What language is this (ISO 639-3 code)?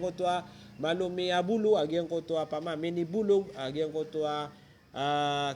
mrw